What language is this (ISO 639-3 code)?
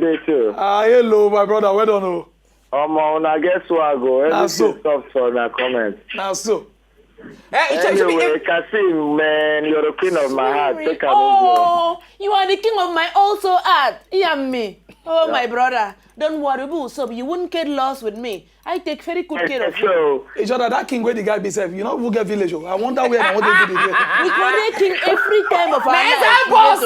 pcm